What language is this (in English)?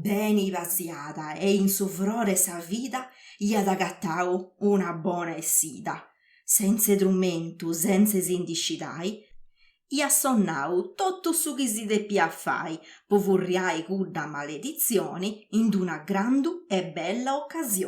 Sardinian